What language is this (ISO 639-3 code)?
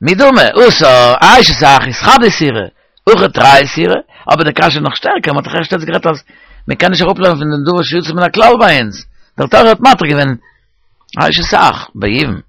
yid